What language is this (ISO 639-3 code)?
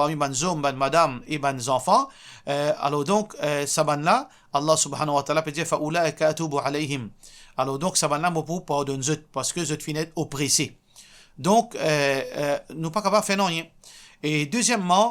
mfe